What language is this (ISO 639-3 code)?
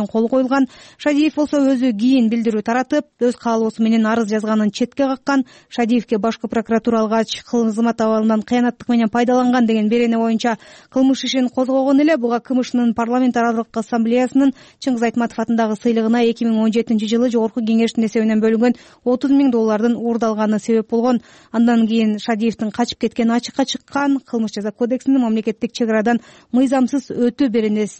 kir